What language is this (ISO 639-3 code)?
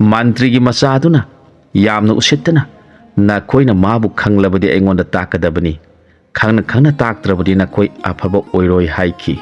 mni